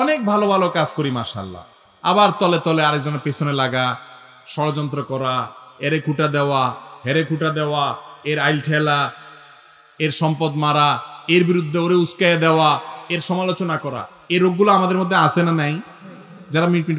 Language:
Bangla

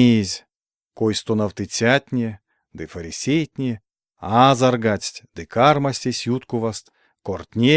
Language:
Erzya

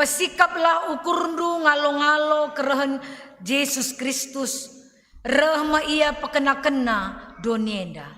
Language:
Batak Karo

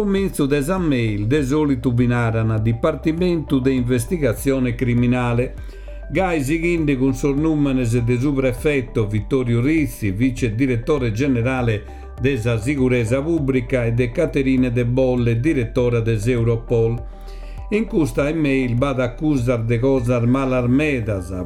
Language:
Sardinian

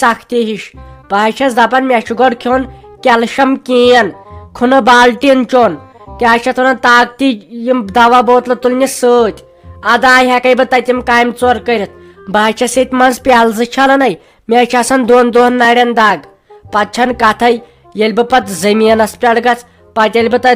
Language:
Kashmiri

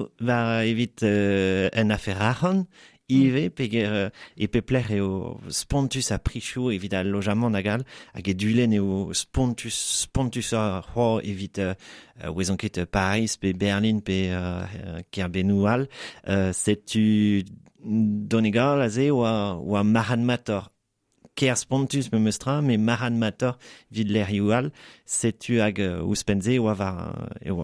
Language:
Breton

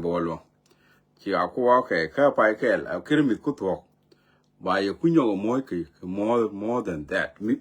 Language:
Nuer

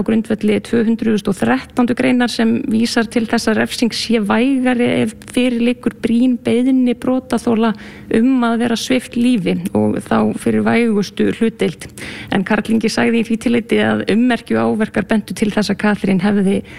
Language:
Icelandic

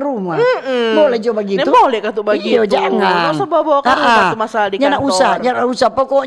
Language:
Manado Malay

